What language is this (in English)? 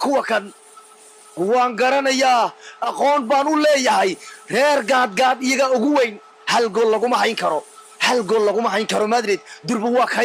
Somali